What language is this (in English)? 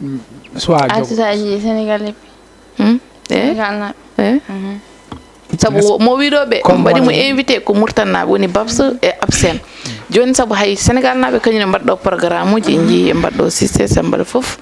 Fula